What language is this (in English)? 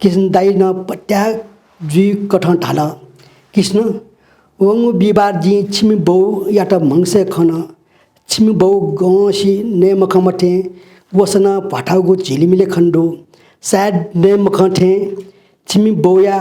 Newari